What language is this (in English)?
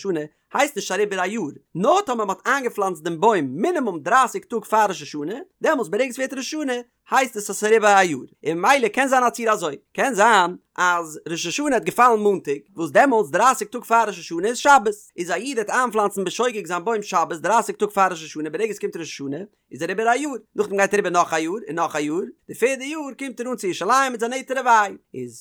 Yiddish